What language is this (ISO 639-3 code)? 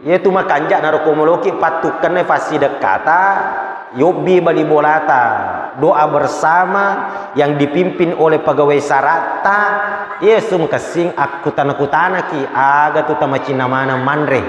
bug